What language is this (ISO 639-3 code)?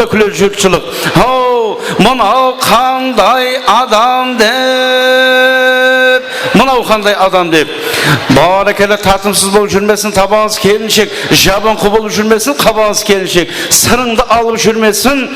kaa